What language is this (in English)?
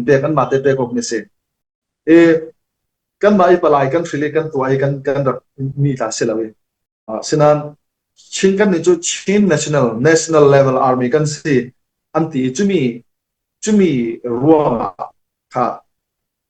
Falam Chin